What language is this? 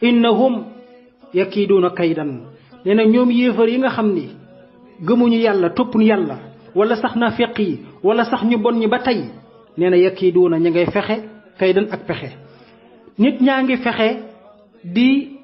Wolof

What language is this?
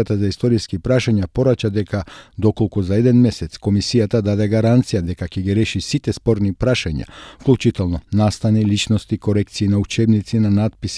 Macedonian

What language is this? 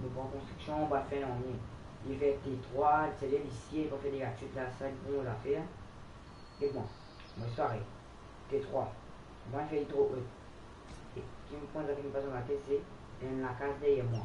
Morisyen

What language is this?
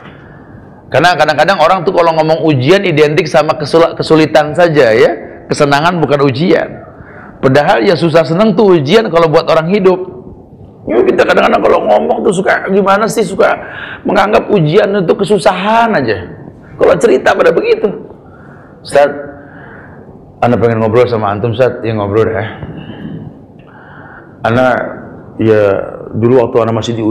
Indonesian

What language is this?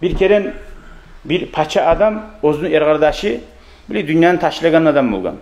Kumyk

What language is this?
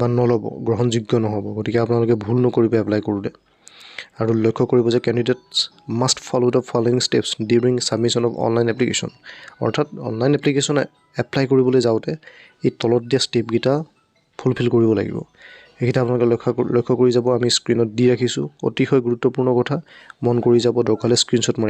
Assamese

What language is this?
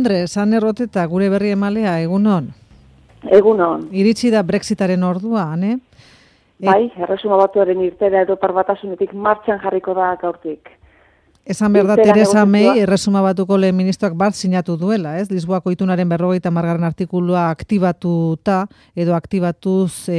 Basque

